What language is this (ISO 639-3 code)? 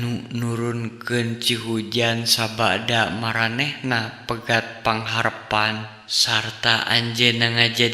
sun